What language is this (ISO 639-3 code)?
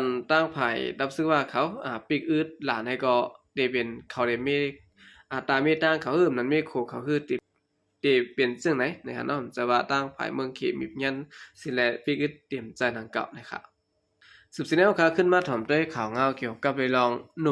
shn